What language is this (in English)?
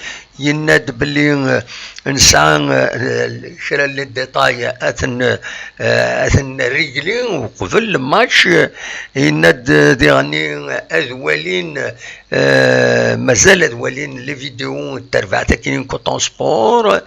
Kabyle